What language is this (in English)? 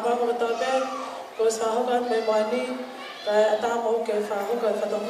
Tongan